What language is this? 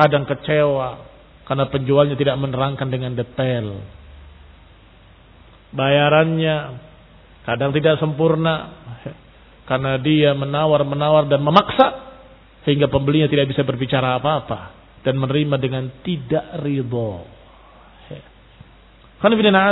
Indonesian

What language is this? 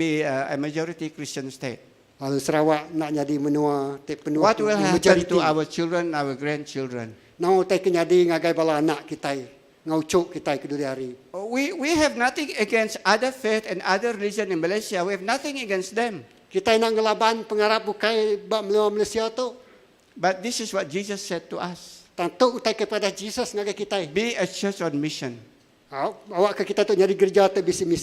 Iban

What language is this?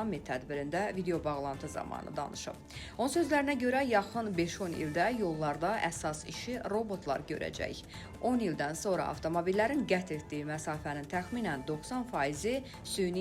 Azerbaijani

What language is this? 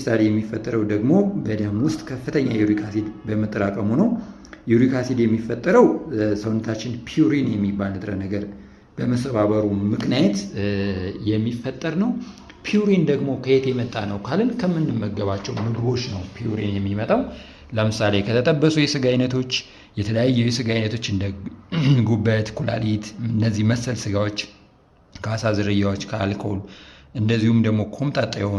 Amharic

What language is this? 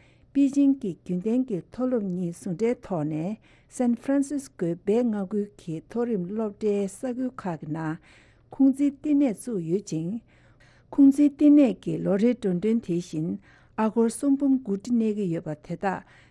Tibetan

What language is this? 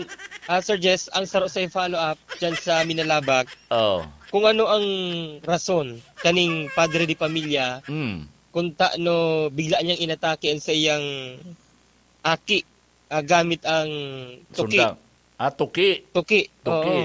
Bikol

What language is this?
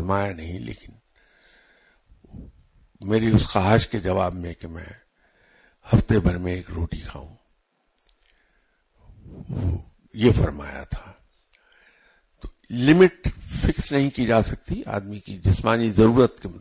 Urdu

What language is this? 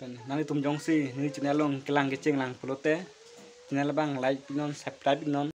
Karbi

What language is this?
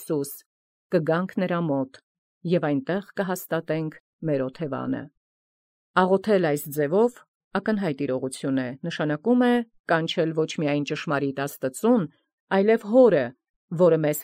Armenian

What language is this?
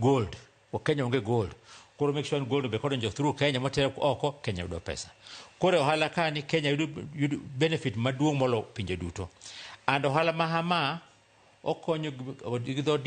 Luo (Kenya and Tanzania)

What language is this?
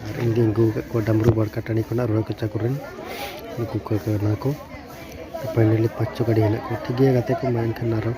Santali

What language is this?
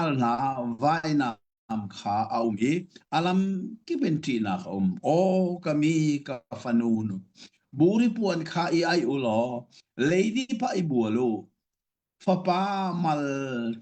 Hakha Chin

